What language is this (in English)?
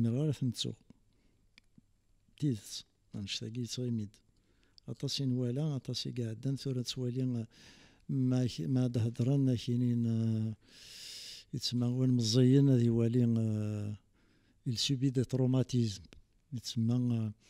Kabyle